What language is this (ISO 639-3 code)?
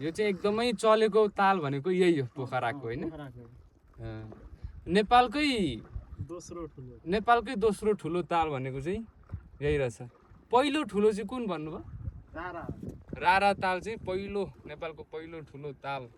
nep